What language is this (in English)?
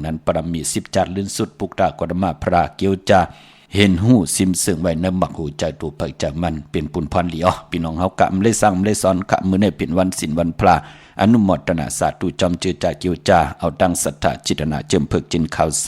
Shan